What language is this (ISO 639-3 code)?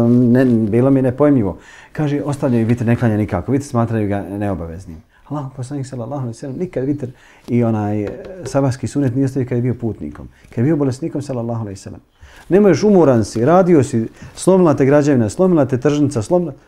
bos